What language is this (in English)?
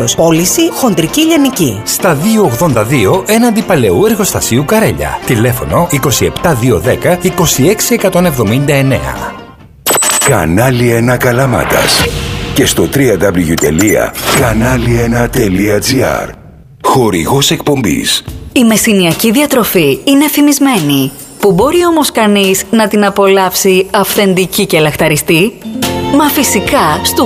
Greek